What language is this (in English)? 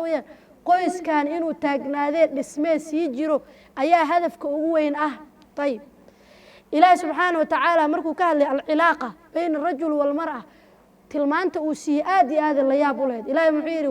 Somali